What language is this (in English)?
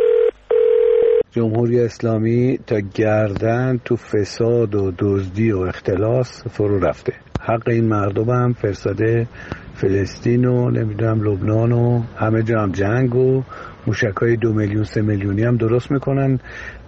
Persian